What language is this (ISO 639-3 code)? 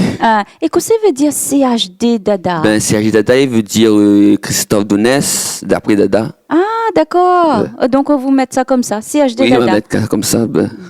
rcf